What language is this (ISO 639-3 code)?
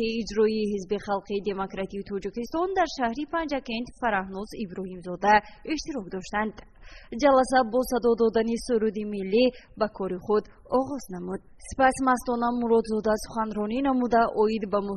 tgk